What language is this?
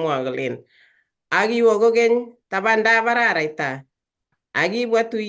Kalenjin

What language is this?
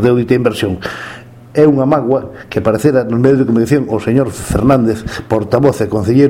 Galician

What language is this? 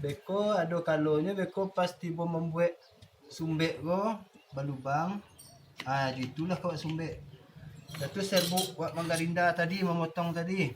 Minangkabau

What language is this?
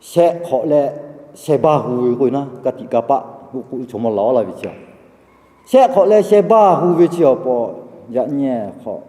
Lahu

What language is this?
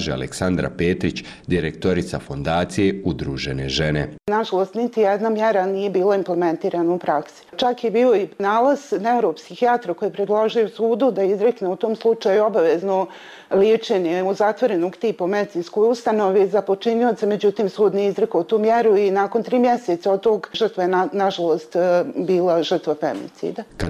Bosnian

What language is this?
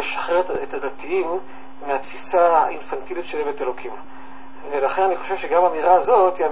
Hebrew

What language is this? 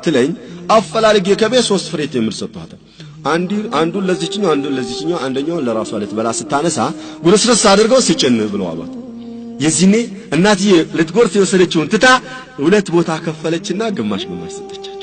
Amharic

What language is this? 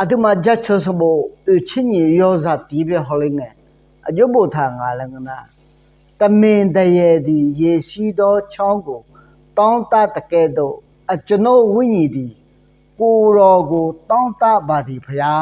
Akha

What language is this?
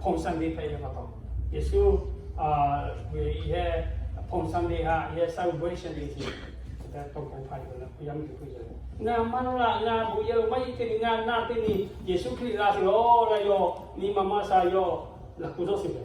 Lahu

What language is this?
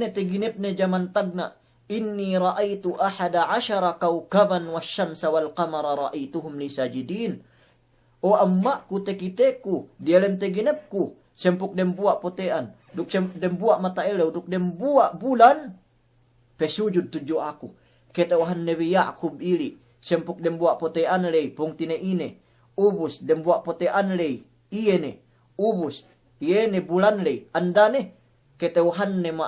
Yakan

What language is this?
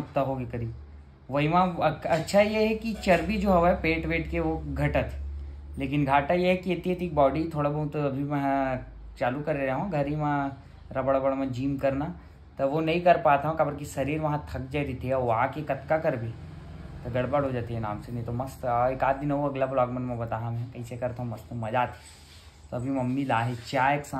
Chhattisgarhi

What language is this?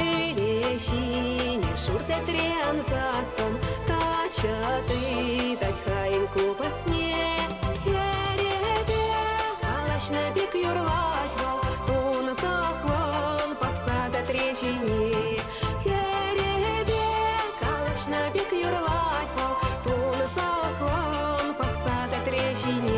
Chuvash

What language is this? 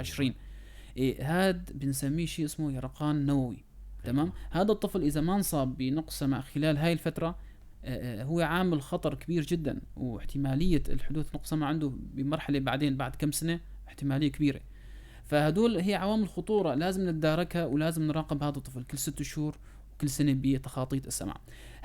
North Levantine Arabic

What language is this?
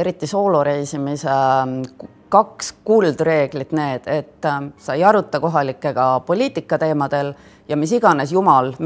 Estonian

